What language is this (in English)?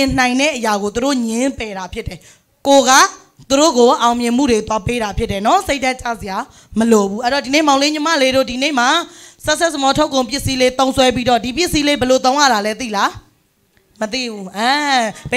Burmese